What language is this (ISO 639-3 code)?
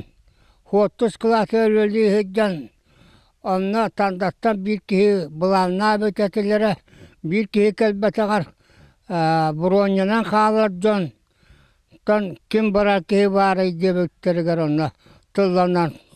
sah